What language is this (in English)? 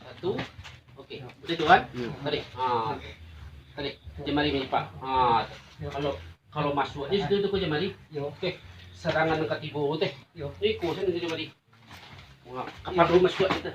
Minangkabau